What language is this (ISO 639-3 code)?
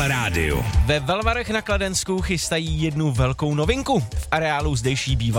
ces